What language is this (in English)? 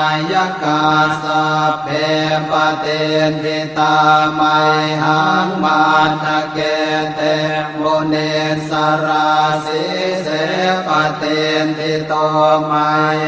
Pali